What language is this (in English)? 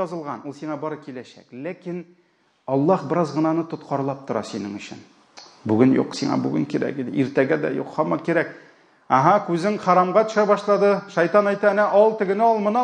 Tatar